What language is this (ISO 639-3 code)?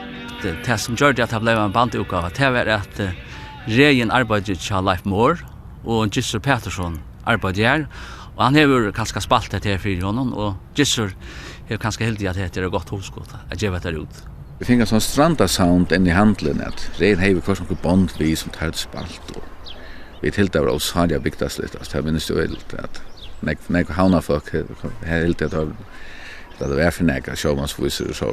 fao